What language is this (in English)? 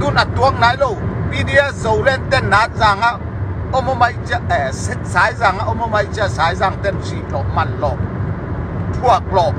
Tedim Chin